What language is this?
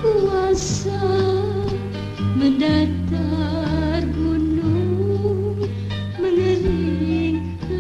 Malay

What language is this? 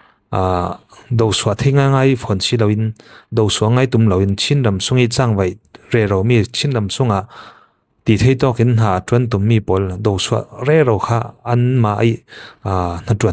Falam Chin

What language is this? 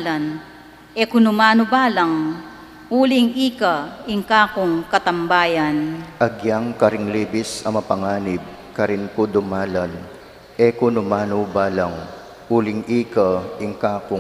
Pampanga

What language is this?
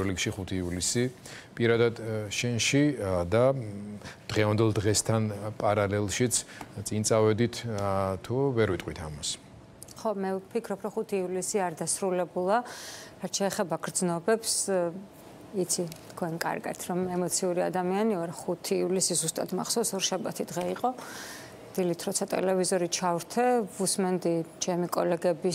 Georgian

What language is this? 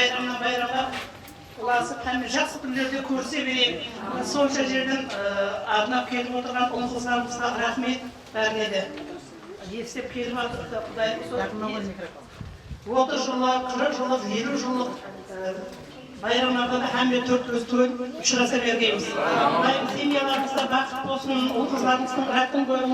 Kara-Kalpak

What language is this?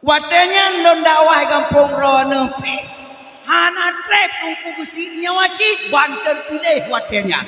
Achinese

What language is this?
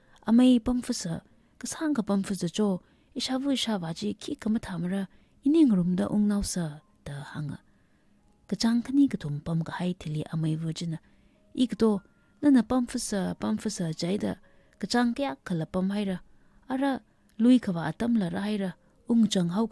Tangkhul Naga (India)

